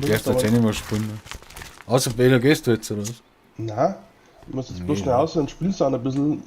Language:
Bavarian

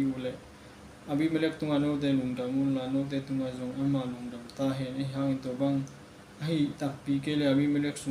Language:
Tedim Chin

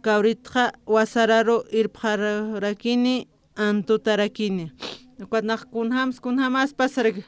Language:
Aymara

